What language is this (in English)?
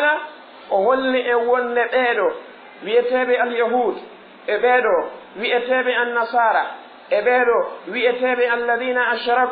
Fula